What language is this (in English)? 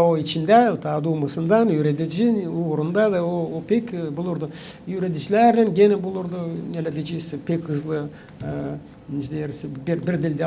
Gagauz